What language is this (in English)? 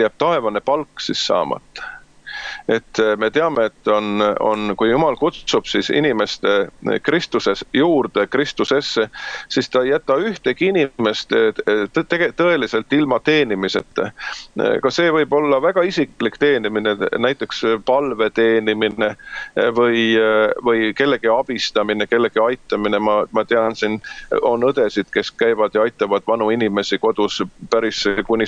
Estonian